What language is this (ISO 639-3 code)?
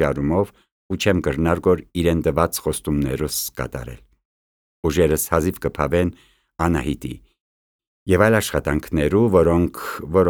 hye